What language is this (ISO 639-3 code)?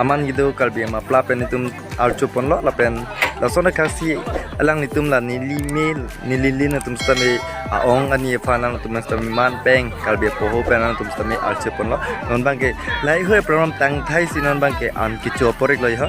mjw